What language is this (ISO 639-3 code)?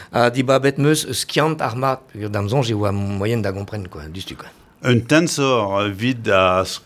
bre